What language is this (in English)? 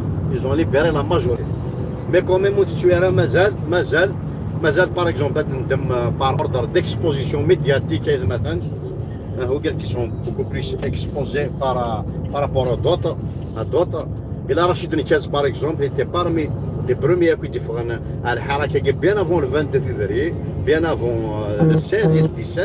Kabyle